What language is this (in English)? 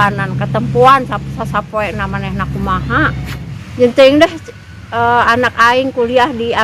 Sundanese